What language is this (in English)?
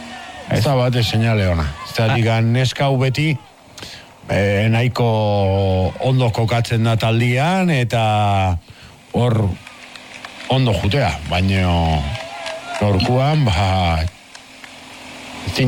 Basque